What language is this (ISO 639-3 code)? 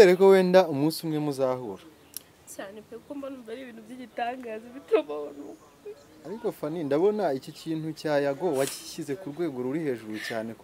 kin